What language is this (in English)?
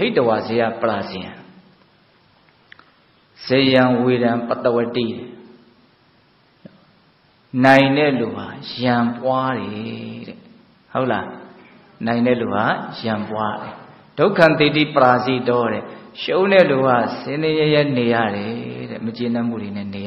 Burmese